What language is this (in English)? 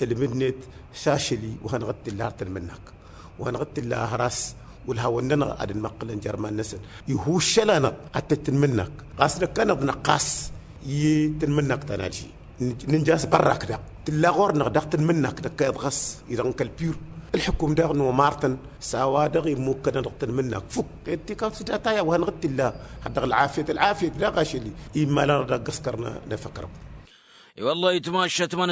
Tamasheq